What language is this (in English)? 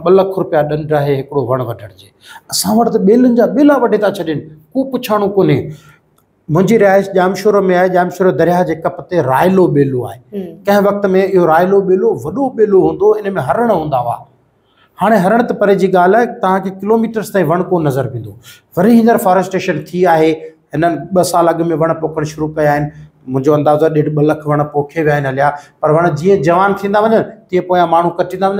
Sindhi